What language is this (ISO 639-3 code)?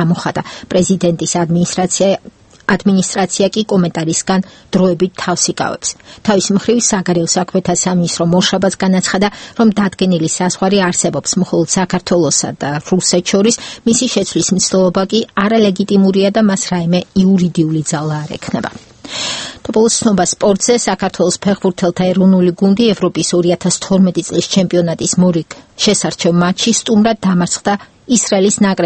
kat